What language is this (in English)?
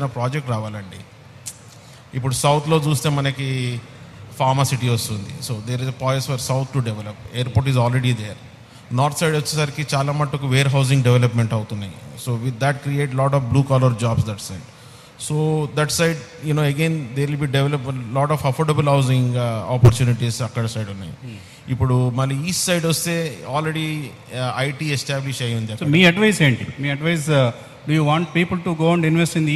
Telugu